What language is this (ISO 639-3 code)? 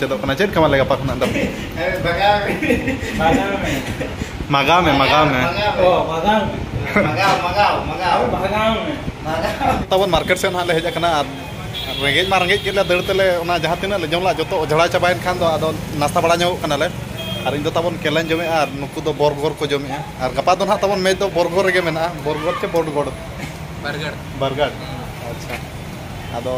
sat